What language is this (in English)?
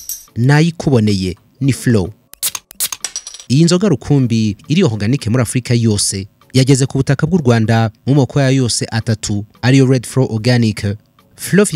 Kinyarwanda